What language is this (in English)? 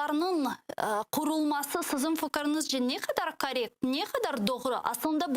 Crimean Tatar